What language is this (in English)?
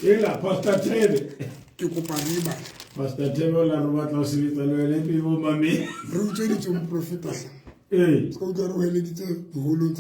Southern Sotho